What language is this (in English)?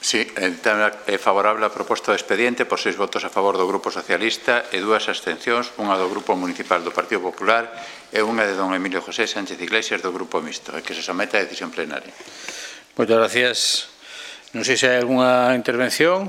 Galician